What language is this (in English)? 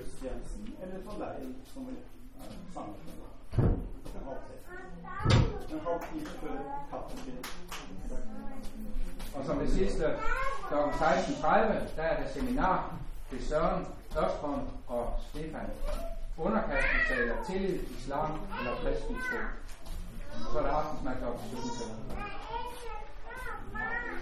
Danish